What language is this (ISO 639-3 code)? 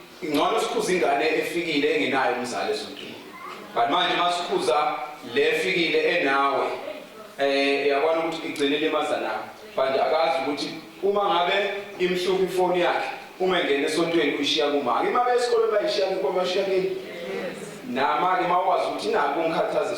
zul